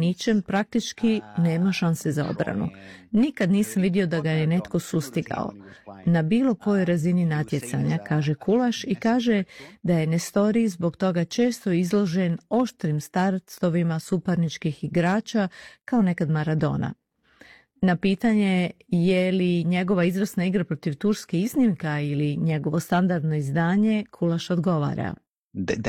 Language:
Croatian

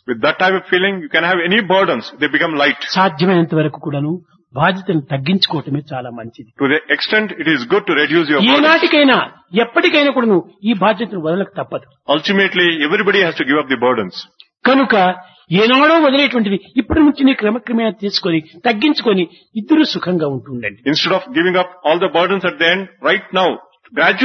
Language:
Telugu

